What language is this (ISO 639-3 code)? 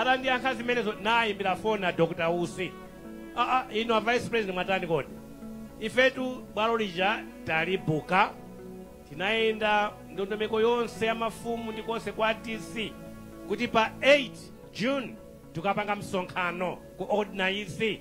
nya